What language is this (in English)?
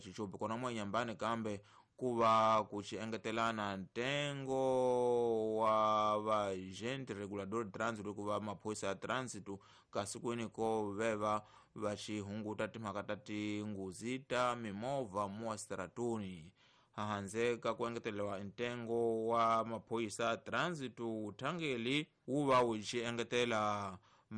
Tsonga